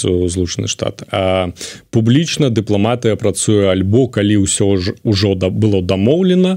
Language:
Belarusian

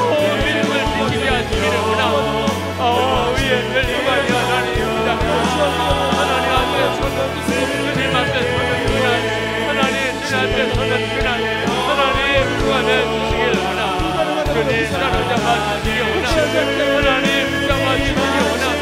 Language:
Korean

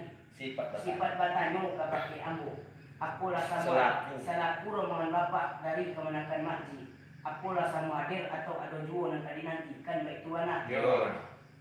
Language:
Minangkabau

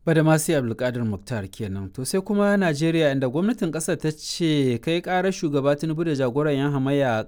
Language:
Hausa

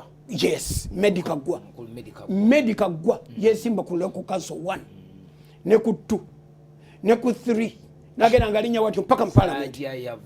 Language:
Ganda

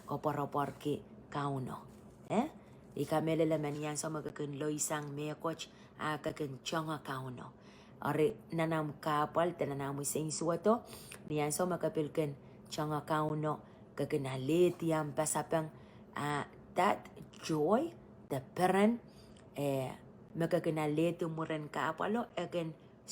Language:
Pohnpeian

